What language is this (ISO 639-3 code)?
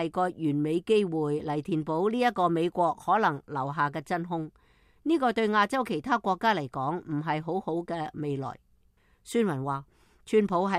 yue